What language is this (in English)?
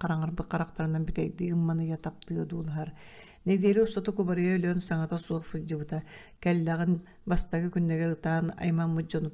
Yakut